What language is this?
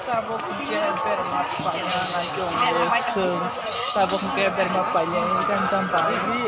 Kok Borok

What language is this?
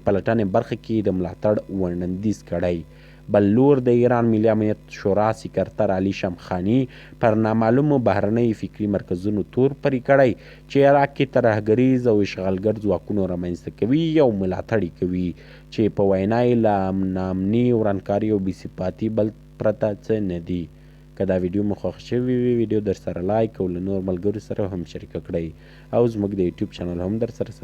Pashto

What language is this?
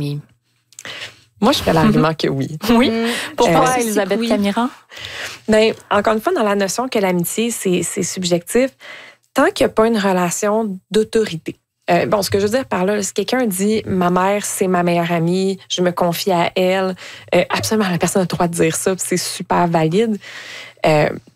French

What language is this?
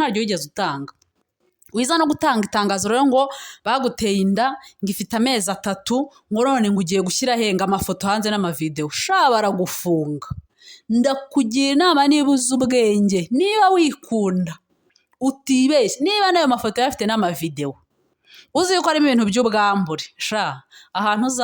Kinyarwanda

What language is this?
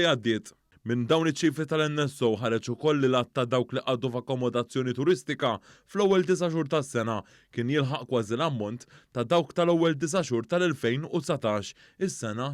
Maltese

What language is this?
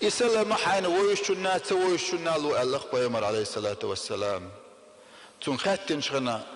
Chechen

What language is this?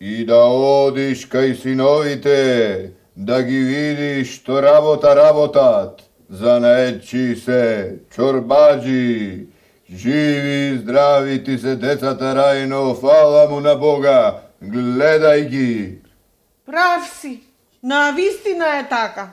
Macedonian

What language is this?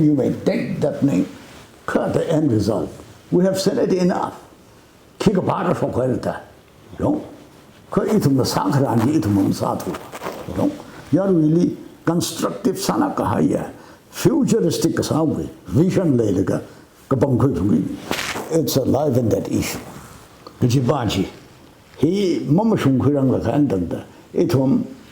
Tangkhul Naga (India)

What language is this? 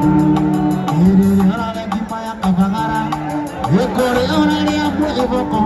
Kikuyu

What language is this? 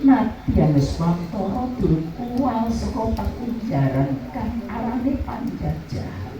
Javanese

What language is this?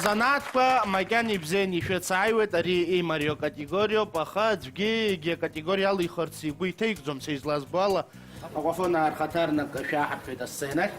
Abkhazian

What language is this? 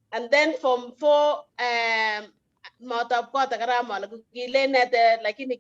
Kalenjin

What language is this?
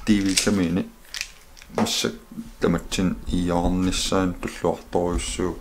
Kalaallisut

